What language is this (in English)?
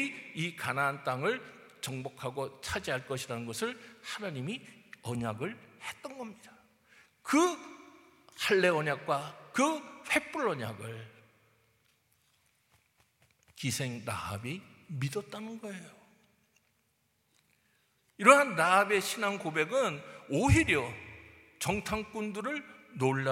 Korean